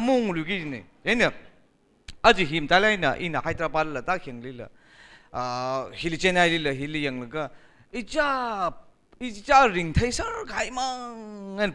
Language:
Tangkhul Naga (India)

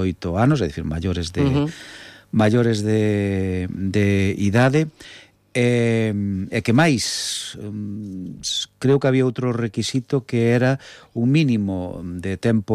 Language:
Galician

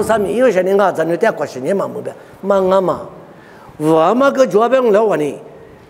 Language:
Lisu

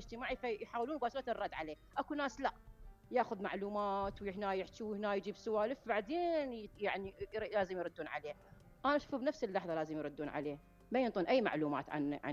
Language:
Mesopotamian Arabic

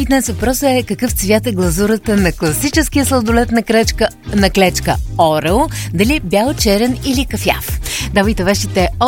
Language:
Bulgarian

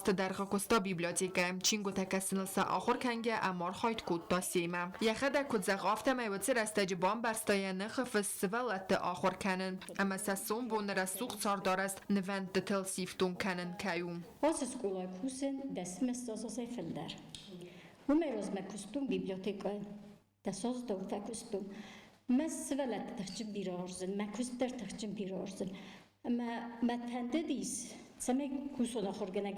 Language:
Ossetic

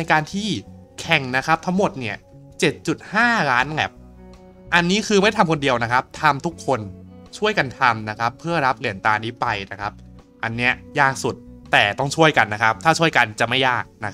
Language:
Thai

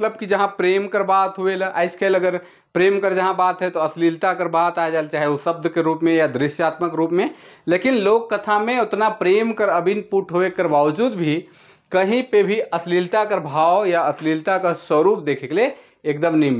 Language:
Sadri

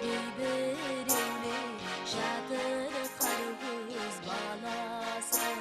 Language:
Kara-Kalpak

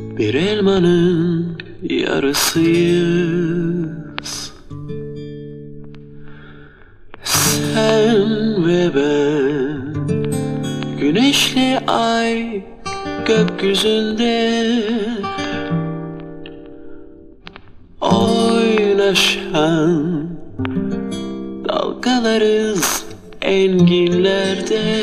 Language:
Turkish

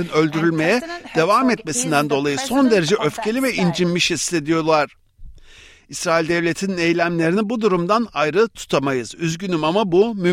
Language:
Turkish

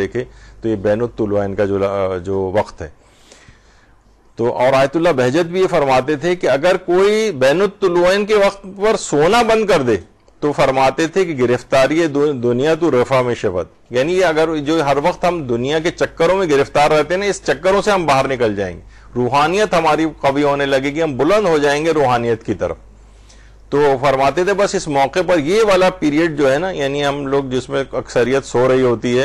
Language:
Urdu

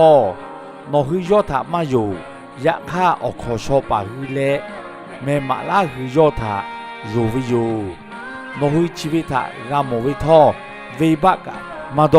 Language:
Lahu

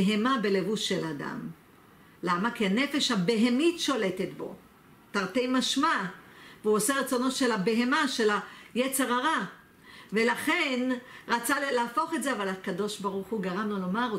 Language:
Hebrew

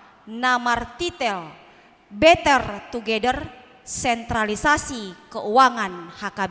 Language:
Batak Toba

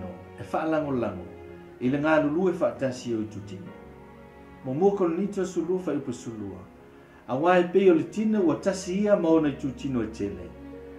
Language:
Samoan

